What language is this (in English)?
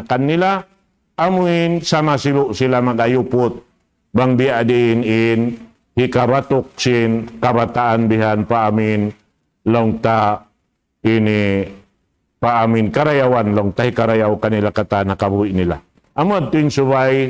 Tausug